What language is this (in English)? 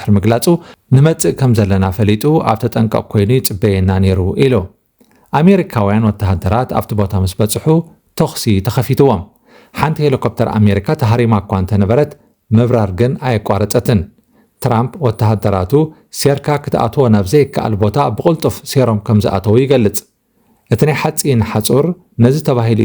Tigrinya